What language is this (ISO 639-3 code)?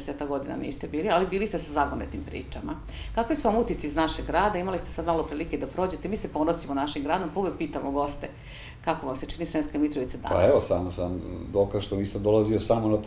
srp